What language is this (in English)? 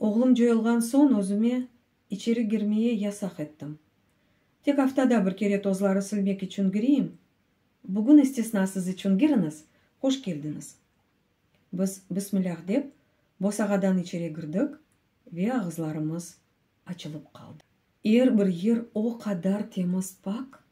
Crimean Tatar